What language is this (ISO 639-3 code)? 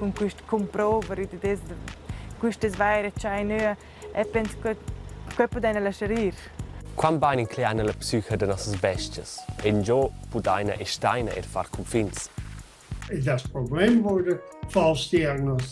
roh